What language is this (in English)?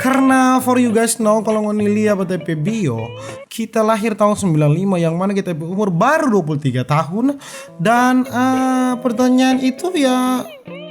Manado Malay